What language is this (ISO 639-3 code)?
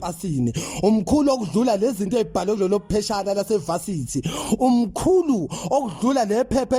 zul